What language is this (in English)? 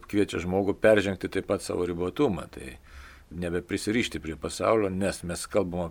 Lithuanian